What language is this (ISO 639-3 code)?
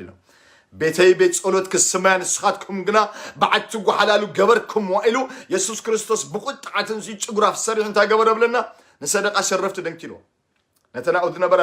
tir